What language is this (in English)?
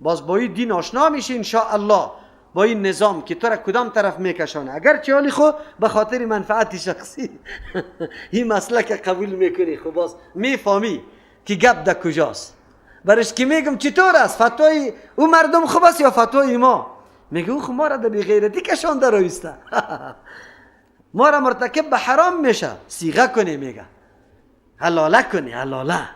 Persian